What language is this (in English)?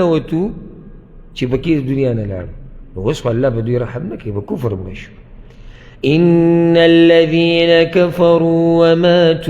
Pashto